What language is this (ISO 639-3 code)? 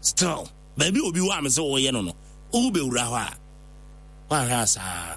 aka